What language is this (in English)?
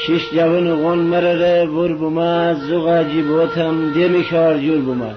Gilaki